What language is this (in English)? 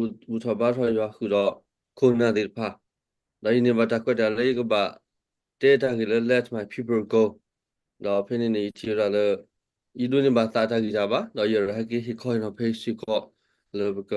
S'gaw Karen